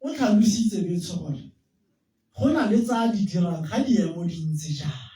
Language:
Tswana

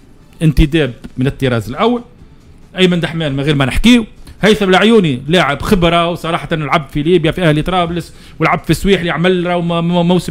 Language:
Tunisian Arabic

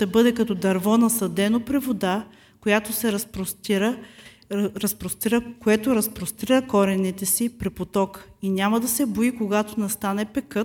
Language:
Bulgarian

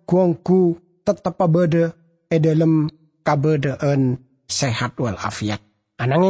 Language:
Madurese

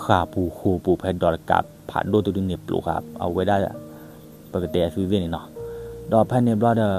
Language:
S'gaw Karen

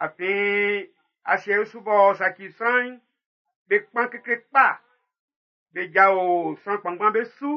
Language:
Baoulé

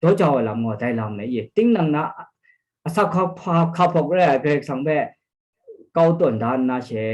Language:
Kachin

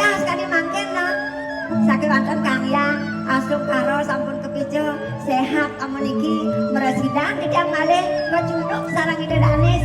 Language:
Balinese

